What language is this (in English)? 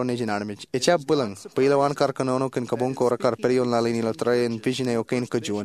Marshallese